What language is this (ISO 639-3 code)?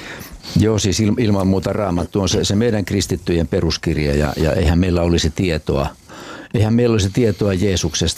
fin